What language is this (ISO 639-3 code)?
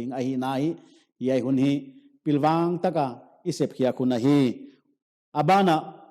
pck